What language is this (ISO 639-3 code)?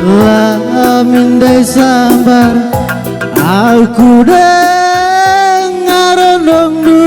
btx